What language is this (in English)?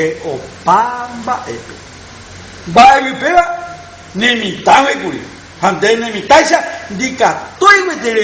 Guarani